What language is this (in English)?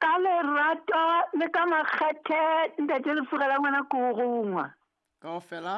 Southern Sotho